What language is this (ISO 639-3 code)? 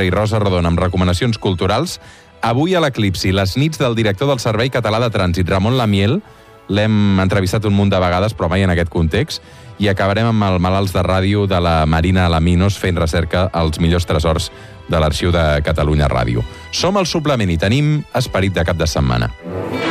cat